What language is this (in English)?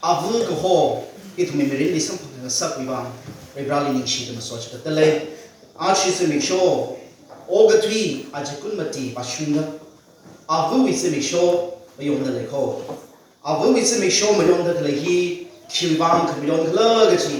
Tangkhul Naga (India)